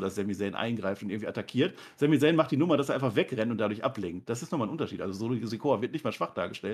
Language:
German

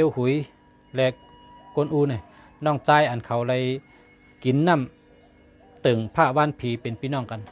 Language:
Shan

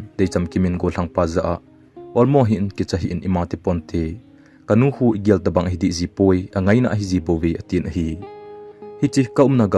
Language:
Thado Chin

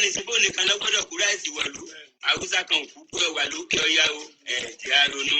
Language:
Yoruba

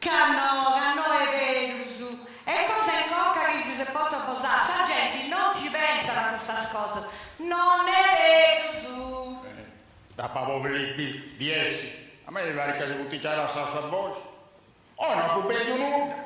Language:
Sardinian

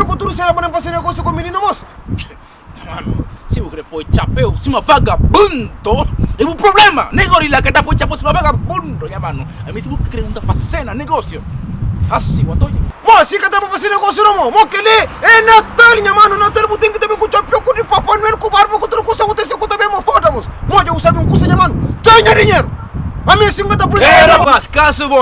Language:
Kabuverdianu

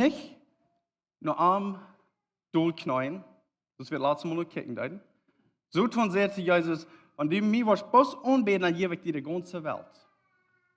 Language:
Plautdietsch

